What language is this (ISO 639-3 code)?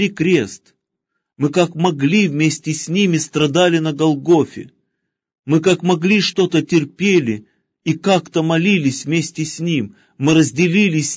rus